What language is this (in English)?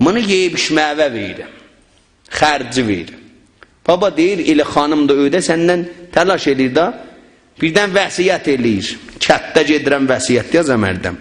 South Azerbaijani